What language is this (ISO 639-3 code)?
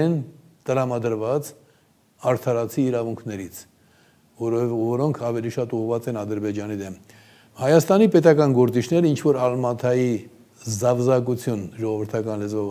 hye